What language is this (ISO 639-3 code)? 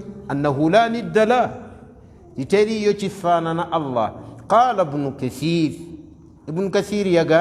lug